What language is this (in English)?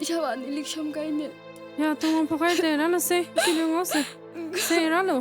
Tangkhul Naga (India)